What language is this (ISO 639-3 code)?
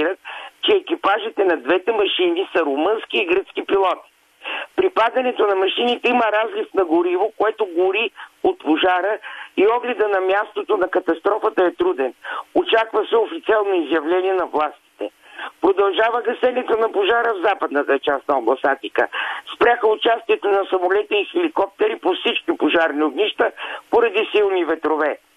bul